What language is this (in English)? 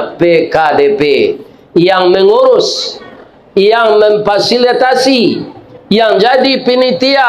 Minangkabau